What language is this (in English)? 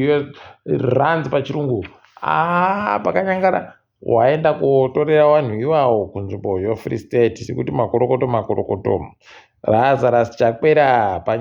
Ndau